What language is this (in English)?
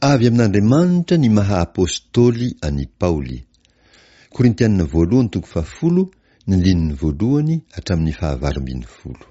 Malagasy